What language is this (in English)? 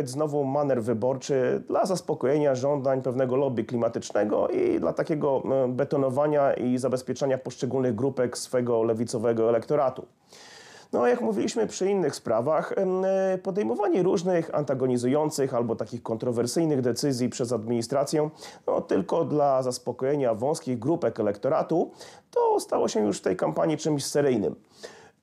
Polish